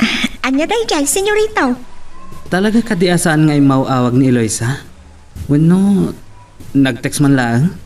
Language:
Iloko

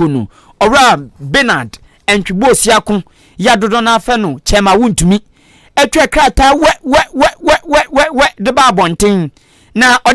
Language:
Akan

